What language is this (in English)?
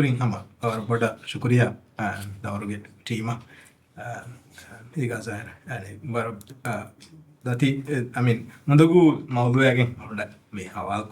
Divehi